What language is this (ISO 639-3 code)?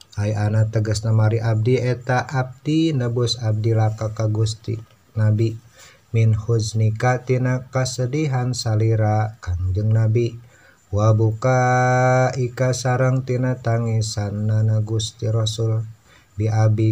sun